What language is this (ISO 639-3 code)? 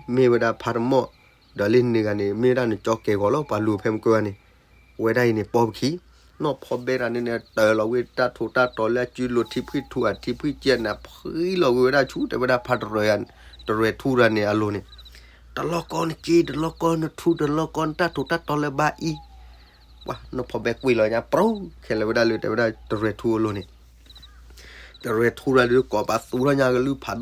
ksw